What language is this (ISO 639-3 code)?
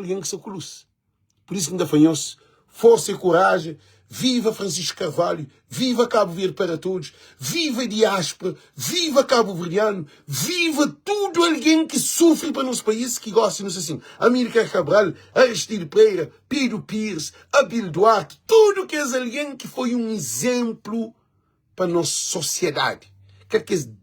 kea